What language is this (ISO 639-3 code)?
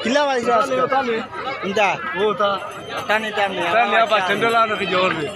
syl